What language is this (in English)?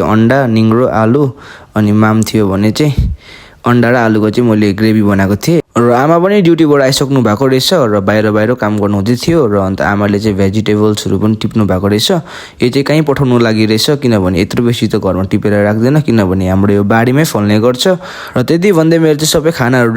Nepali